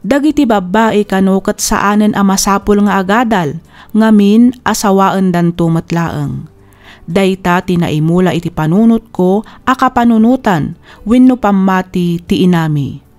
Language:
Iloko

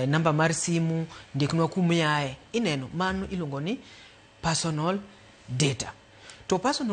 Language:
Luo (Kenya and Tanzania)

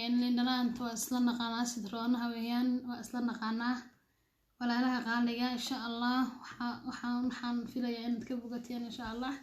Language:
Somali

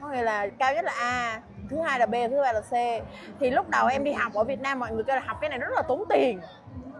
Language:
Vietnamese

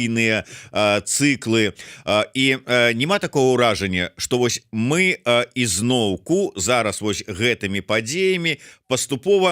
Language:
Belarusian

